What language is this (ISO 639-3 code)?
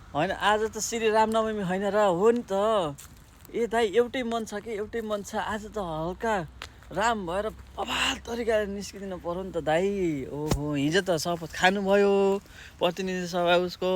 nep